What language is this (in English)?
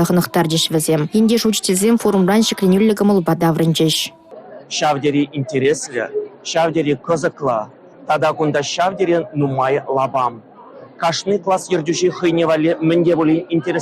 Chuvash